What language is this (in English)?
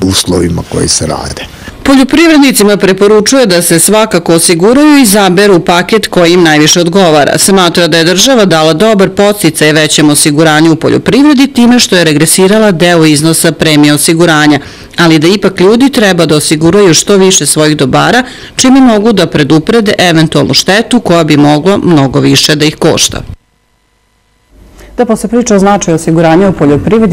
Serbian